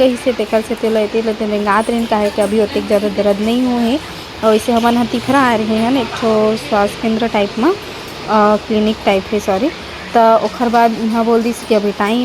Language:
Chhattisgarhi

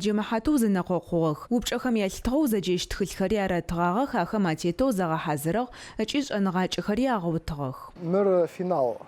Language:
Adyghe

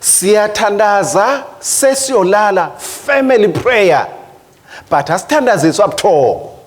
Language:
Swati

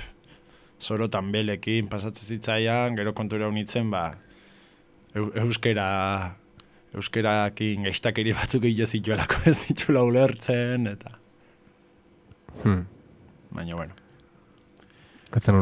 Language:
Basque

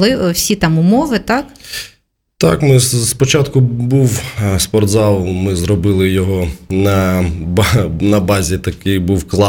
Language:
Ukrainian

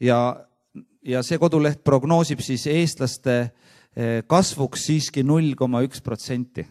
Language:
Estonian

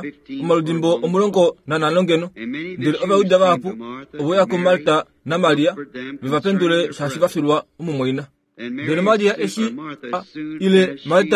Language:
Kuanyama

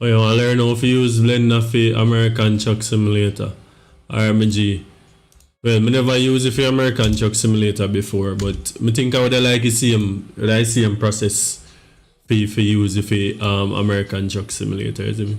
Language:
Jamaican Creole English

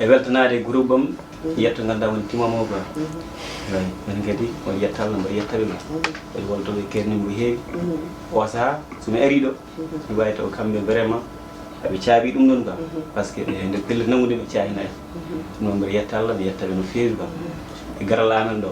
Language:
Fula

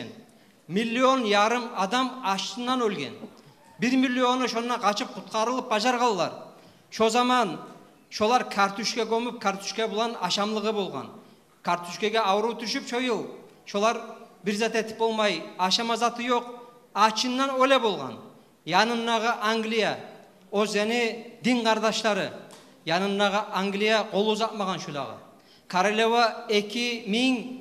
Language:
Kumyk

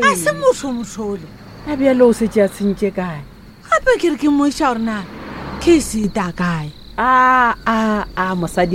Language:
Northern Sotho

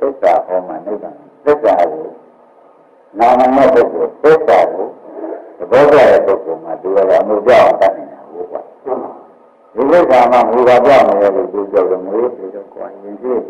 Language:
Burmese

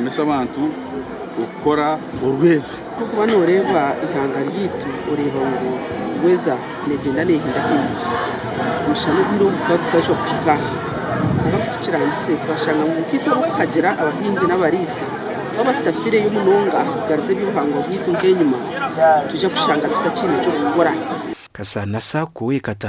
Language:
Nyankole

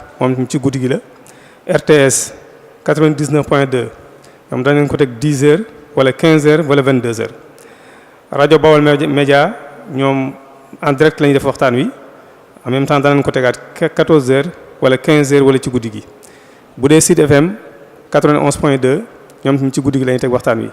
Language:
Wolof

